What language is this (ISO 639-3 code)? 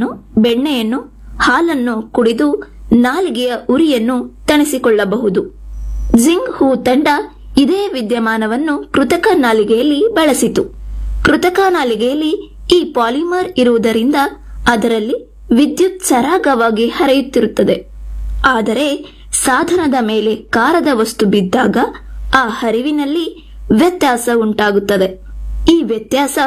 kan